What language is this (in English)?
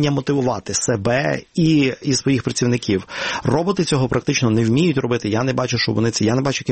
Ukrainian